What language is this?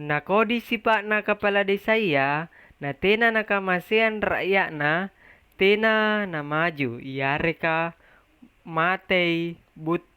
Makasar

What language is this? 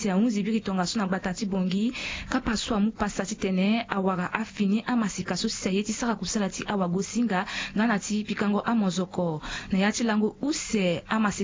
Sango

